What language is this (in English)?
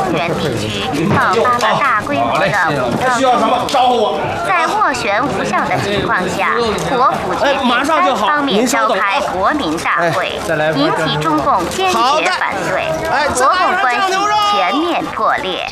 Chinese